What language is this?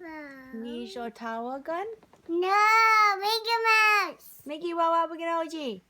Ojibwa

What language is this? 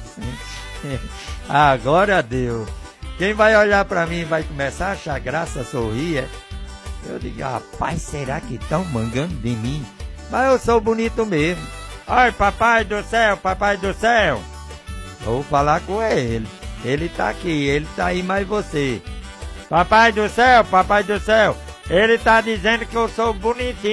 Portuguese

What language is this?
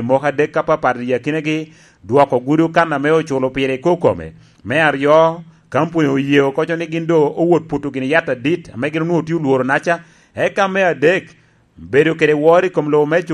Lango (Uganda)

